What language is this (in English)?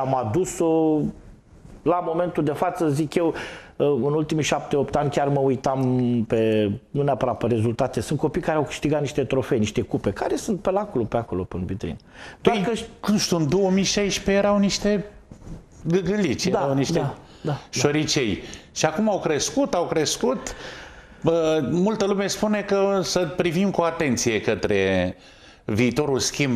Romanian